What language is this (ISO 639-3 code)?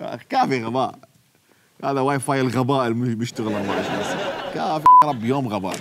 acm